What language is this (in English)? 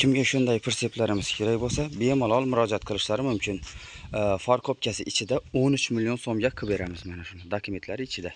Uzbek